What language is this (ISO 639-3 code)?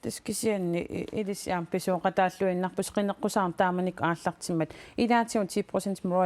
kal